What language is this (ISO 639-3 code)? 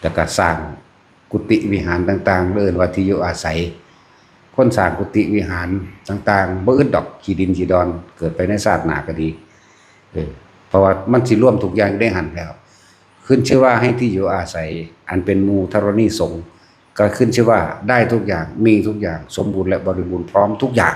tts